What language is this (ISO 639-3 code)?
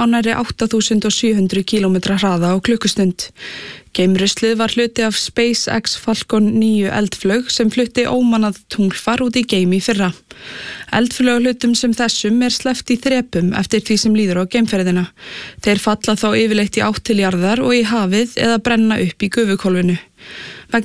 isl